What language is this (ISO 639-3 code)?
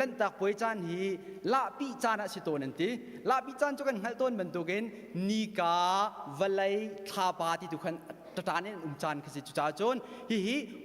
cnh